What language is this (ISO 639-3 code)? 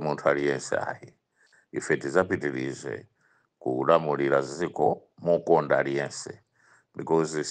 nya